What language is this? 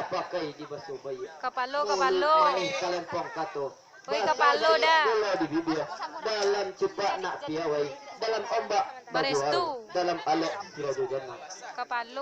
Minangkabau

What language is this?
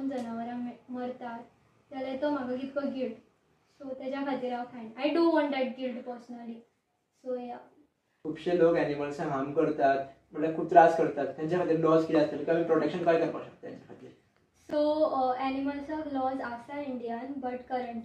Konkani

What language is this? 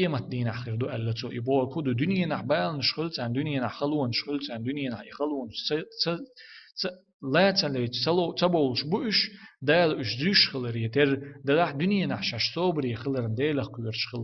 Chechen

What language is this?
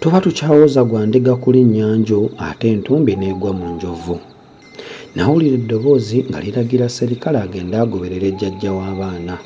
Ganda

